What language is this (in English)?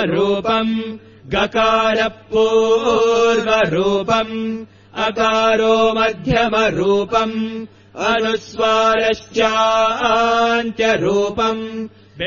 Sanskrit